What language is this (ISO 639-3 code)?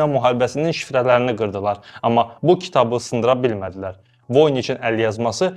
aze